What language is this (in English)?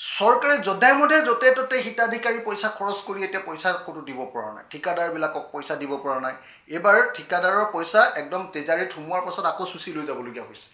Assamese